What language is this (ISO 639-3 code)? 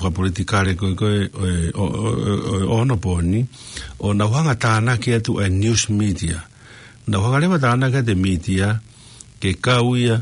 ton